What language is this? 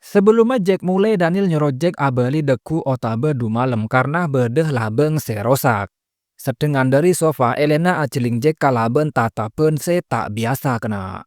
Madurese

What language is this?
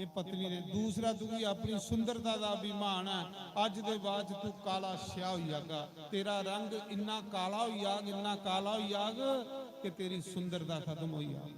Dogri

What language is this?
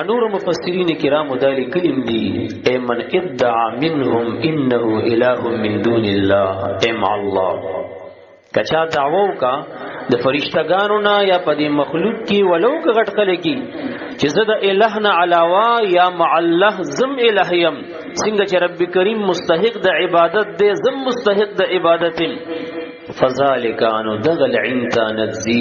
Pashto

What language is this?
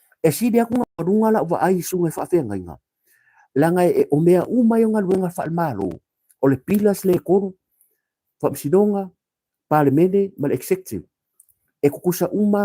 Samoan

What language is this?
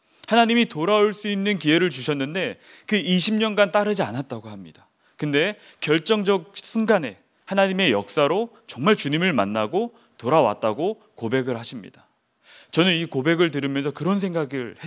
Korean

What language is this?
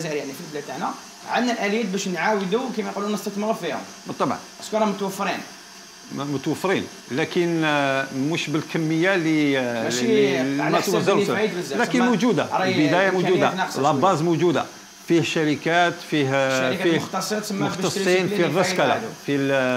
Algerian Arabic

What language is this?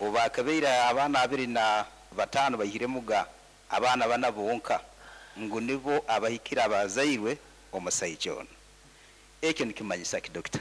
Nyankole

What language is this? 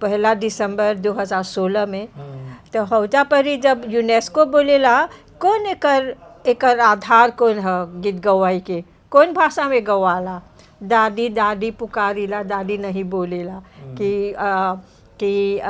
Bhojpuri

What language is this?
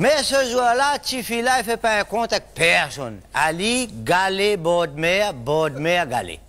Réunion Creole French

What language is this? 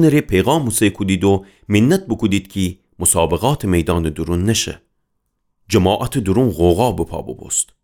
Gilaki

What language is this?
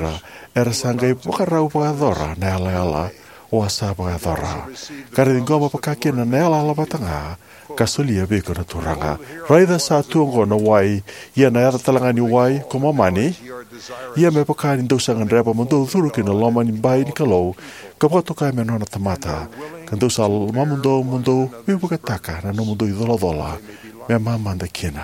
Fijian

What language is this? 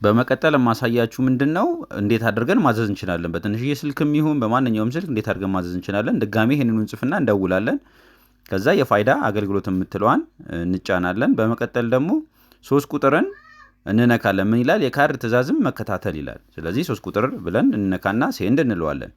Amharic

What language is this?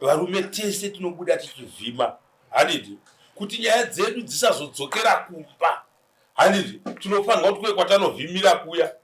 Shona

